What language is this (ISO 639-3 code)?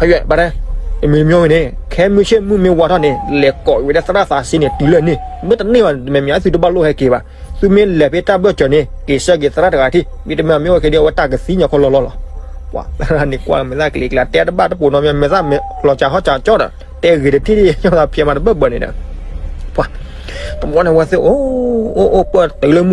ksw